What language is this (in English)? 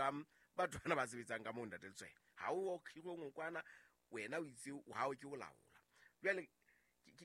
Southern Sotho